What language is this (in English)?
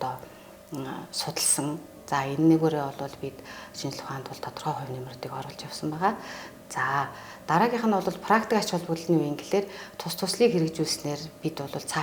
Mongolian